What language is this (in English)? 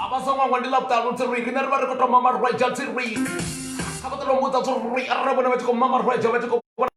Venda